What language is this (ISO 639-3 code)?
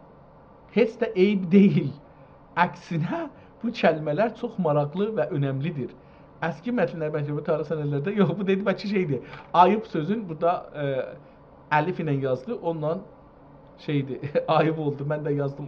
azb